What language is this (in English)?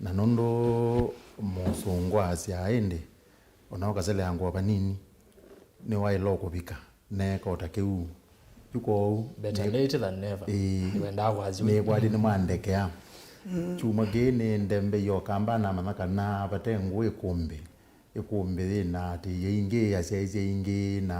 Kamba